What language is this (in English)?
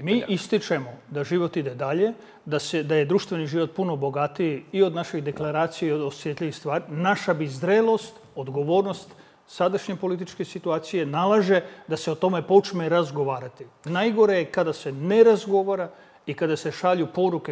Serbian